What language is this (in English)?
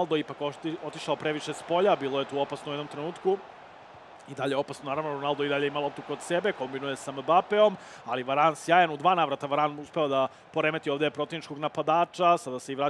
Serbian